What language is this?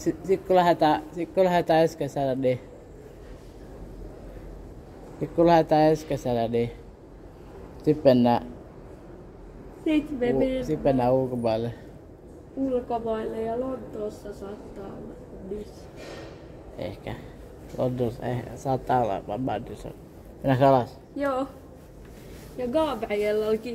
Finnish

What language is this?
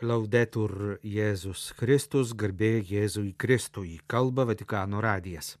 Lithuanian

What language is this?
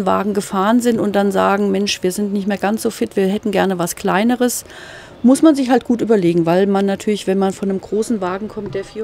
German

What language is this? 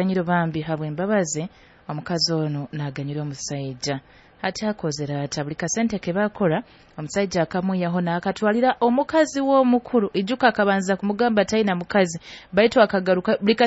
Nyoro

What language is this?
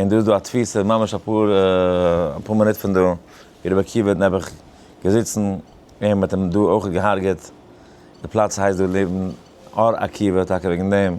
Yiddish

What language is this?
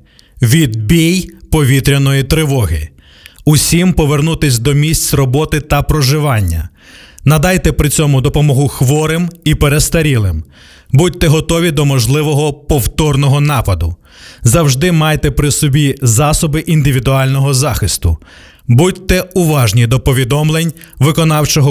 Ukrainian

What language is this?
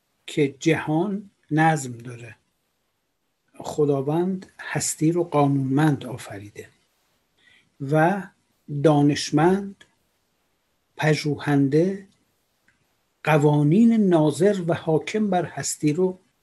Persian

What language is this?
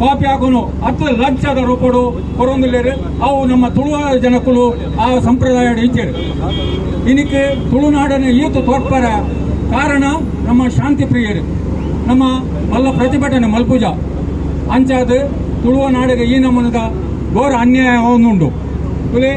Tulu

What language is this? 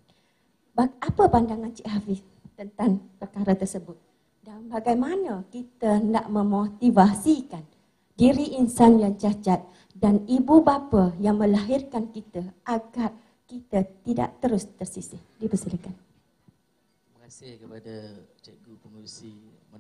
Malay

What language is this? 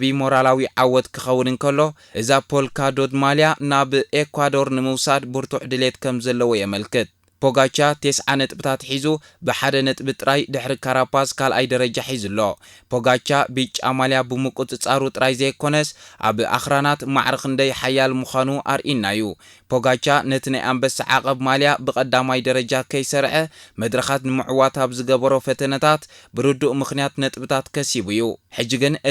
Tigrinya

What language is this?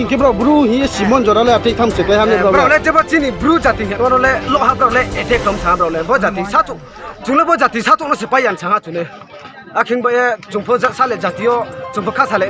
Riang (India)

